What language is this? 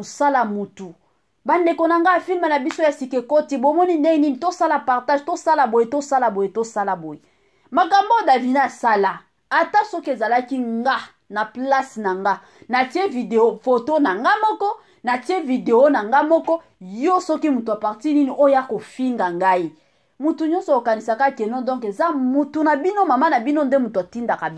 Lingala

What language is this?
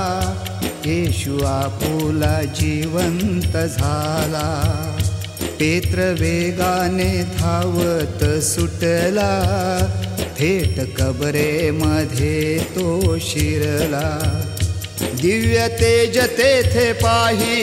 Marathi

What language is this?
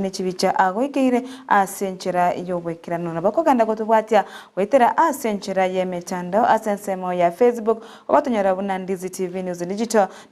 Gusii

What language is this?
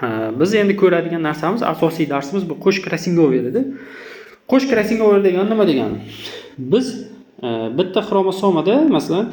Uzbek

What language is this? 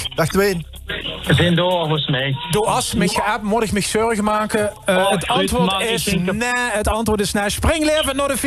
Limburgish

